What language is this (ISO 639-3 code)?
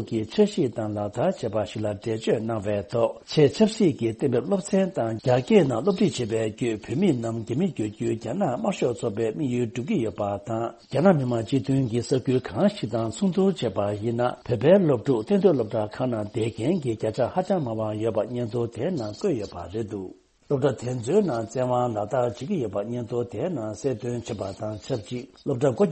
bod